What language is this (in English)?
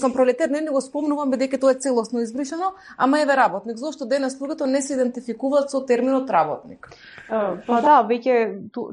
Macedonian